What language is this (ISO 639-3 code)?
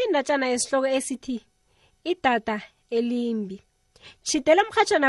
nbl